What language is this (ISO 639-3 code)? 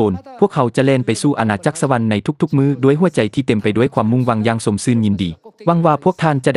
lao